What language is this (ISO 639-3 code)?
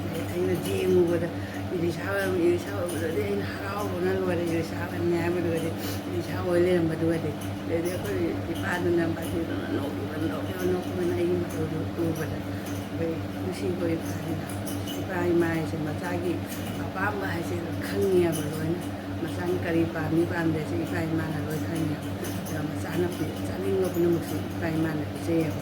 mni